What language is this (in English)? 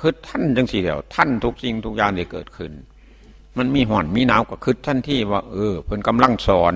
Northeastern Thai